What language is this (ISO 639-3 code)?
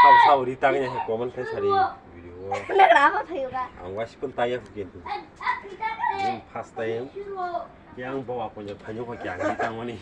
trp